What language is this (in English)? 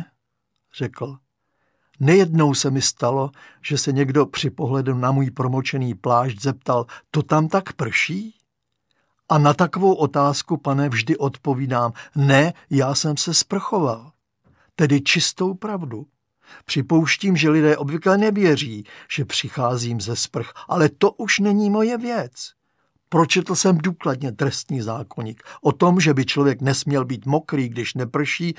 Czech